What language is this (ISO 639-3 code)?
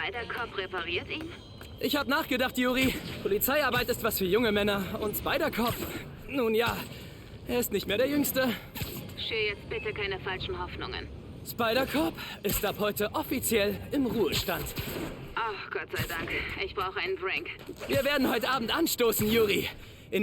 bar